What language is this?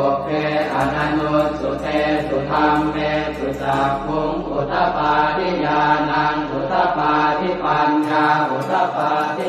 Pali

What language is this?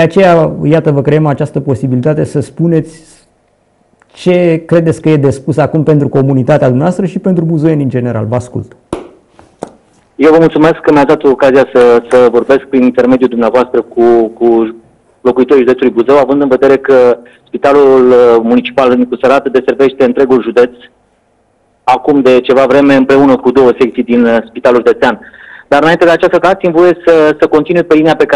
Romanian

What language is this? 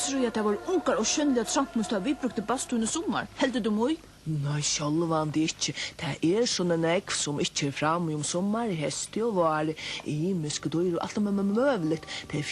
Faroese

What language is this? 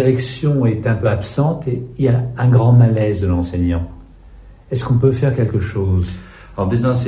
French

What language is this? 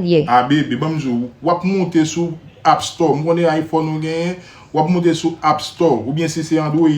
Haitian Creole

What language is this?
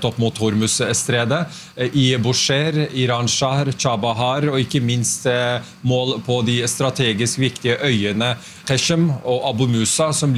Norwegian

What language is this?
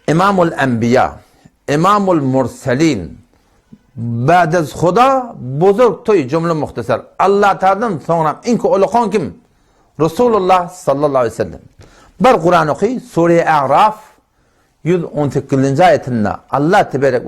Turkmen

